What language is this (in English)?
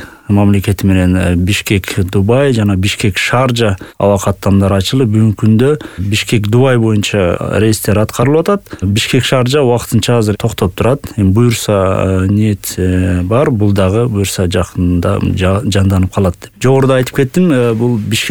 Kyrgyz